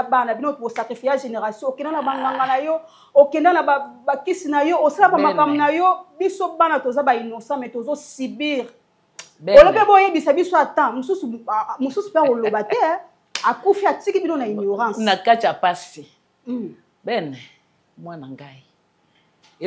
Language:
Lingala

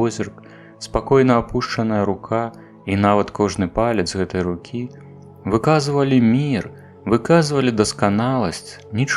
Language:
Belarusian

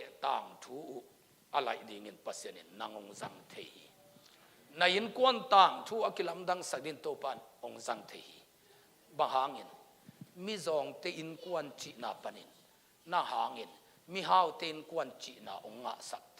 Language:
Tedim Chin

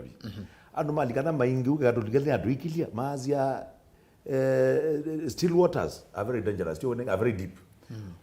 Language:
Kamba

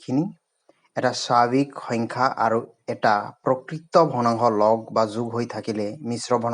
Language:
Assamese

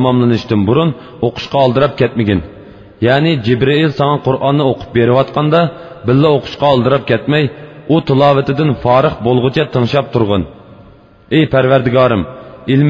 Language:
Uyghur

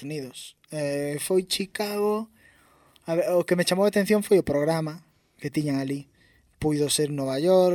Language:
Galician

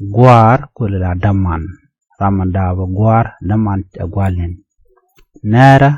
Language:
Nuer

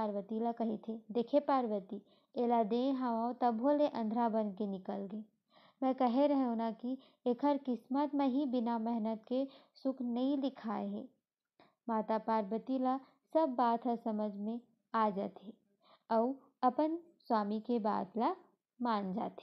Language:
Chhattisgarhi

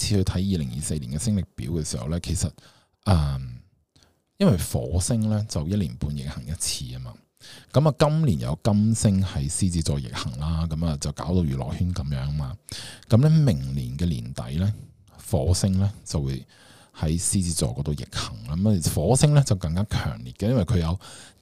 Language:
Cantonese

